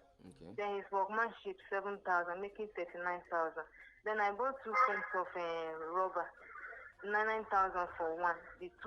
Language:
Nigerian Pidgin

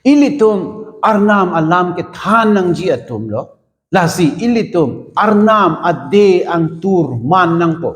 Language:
Karbi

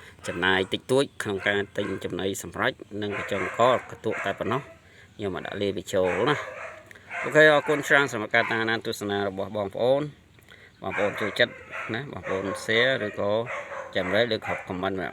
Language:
Khmer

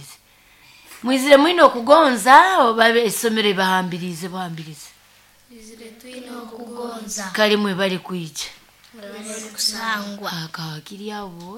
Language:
Nyoro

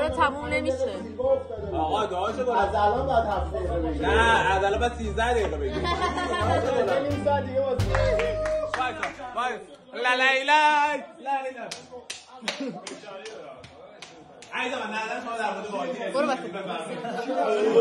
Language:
Persian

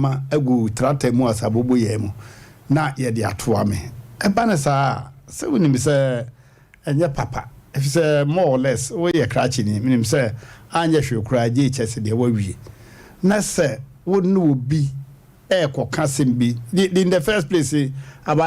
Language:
Akan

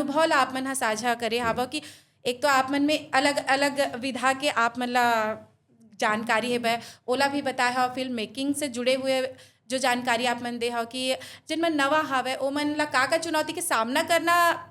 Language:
Chhattisgarhi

